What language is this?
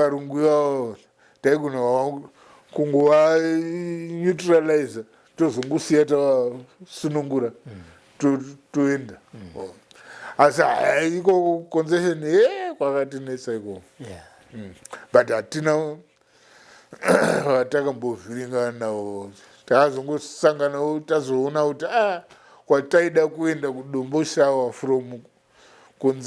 Shona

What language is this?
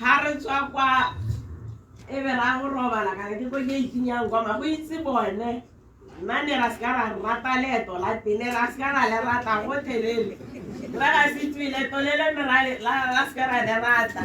Tswana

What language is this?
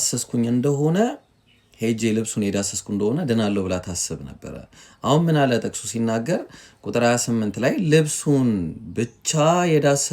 Amharic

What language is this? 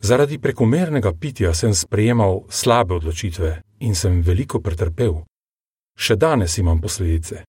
Slovenian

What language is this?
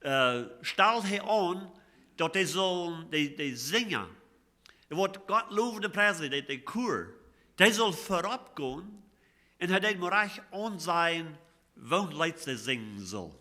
Plautdietsch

